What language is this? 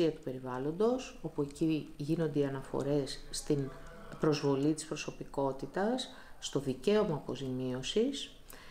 Greek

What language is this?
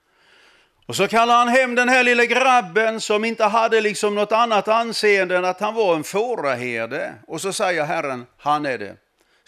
Swedish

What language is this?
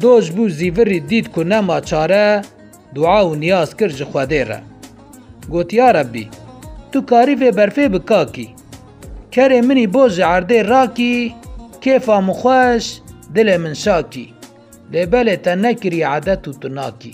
Kurdish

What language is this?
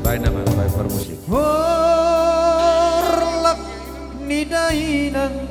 Batak Toba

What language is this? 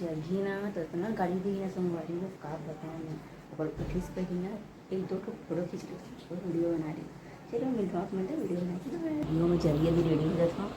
Chhattisgarhi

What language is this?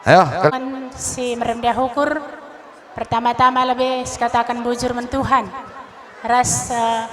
Batak Karo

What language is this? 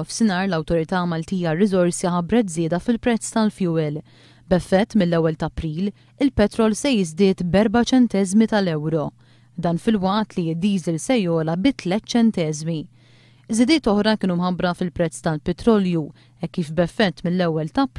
Maltese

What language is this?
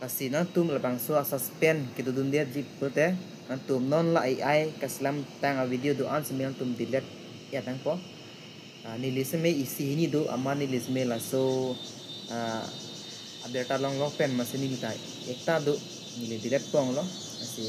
Karbi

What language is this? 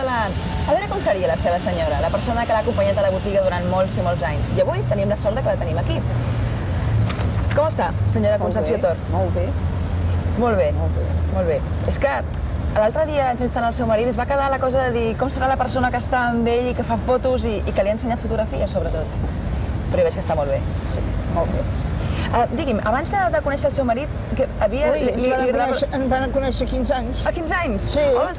Catalan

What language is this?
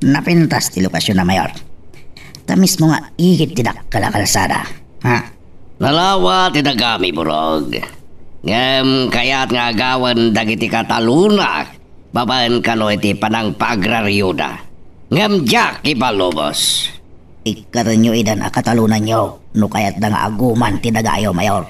Iloko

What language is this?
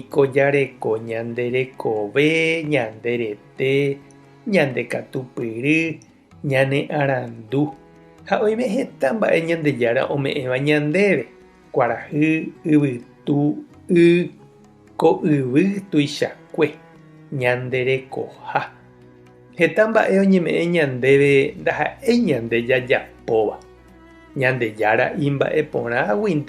Guarani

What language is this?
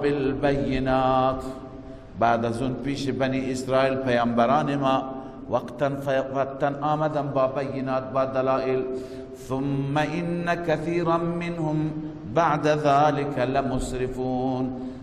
Persian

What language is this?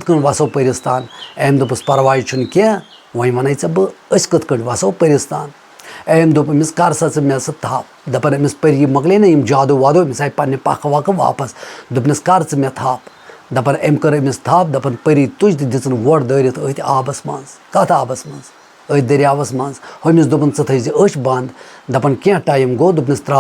Kashmiri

